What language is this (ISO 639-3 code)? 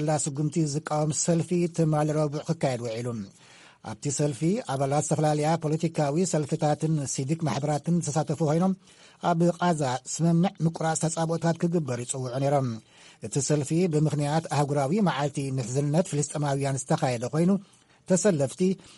tir